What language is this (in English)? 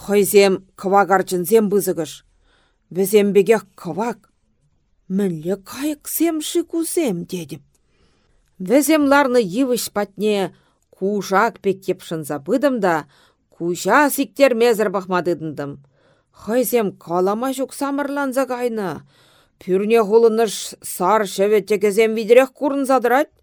Chuvash